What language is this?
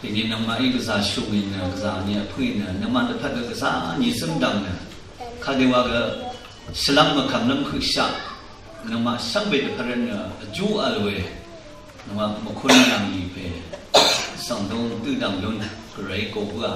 Rawang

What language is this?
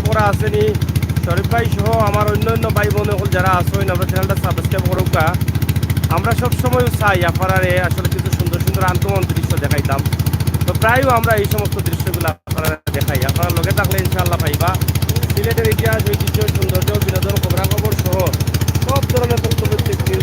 Sylheti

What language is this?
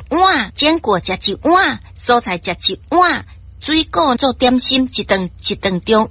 Min Nan Chinese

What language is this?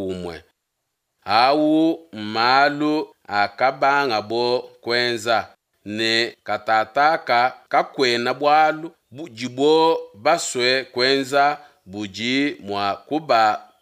Luba-Lulua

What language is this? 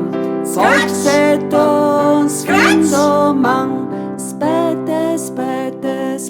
Friulian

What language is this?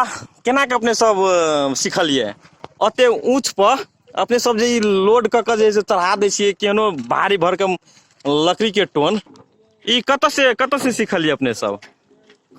Magahi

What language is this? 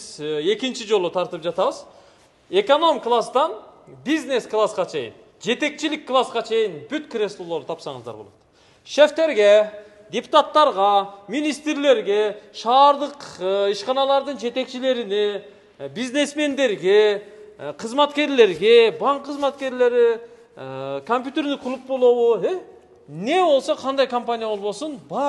Kyrgyz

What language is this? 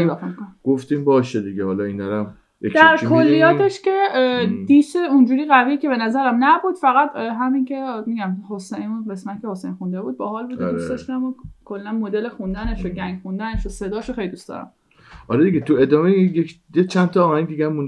Persian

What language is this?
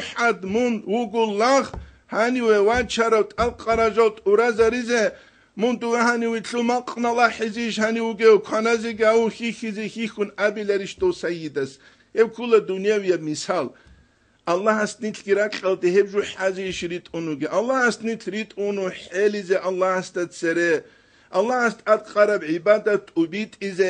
Avaric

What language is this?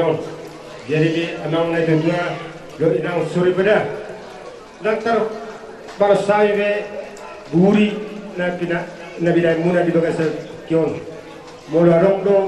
Batak Toba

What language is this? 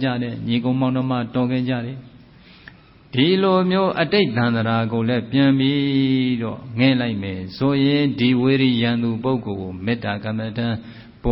Burmese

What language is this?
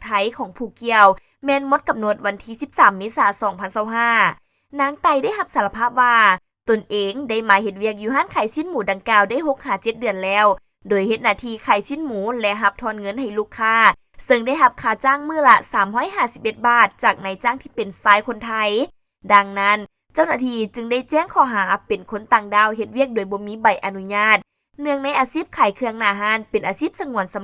Lao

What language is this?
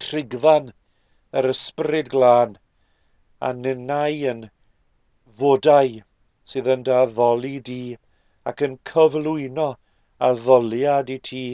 Welsh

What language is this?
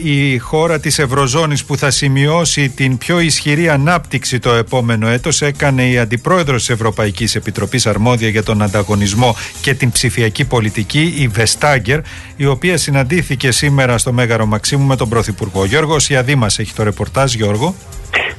Greek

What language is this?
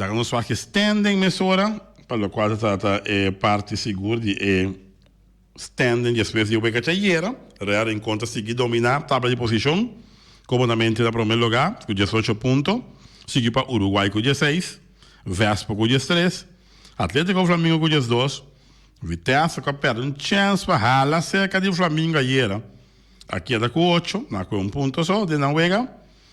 Papiamento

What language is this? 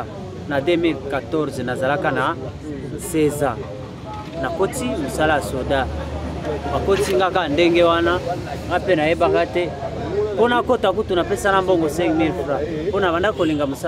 Lingala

